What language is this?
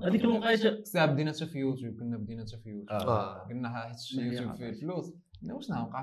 Moroccan Arabic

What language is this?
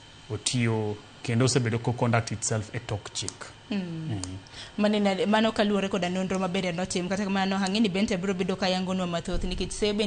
Luo (Kenya and Tanzania)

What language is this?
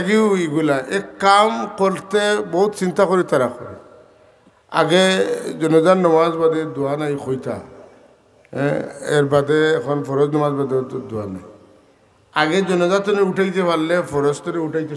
Sylheti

